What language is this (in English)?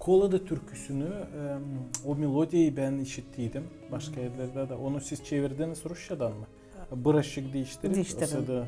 Gagauz